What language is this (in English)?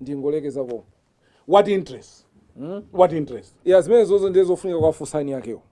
Nyanja